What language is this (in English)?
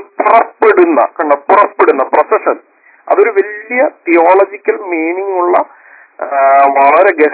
Malayalam